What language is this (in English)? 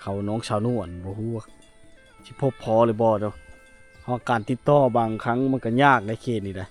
Lao